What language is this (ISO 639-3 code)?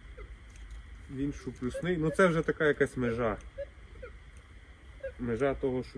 ukr